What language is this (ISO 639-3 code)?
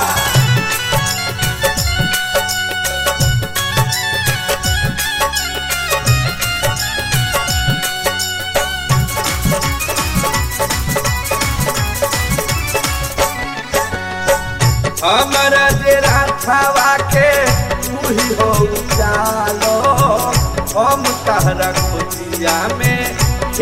bho